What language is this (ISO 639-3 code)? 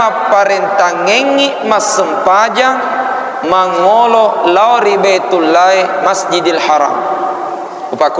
bug